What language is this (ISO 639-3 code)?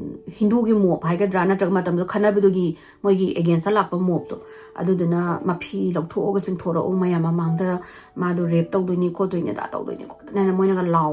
mni